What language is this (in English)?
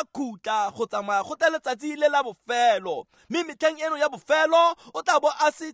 Tswana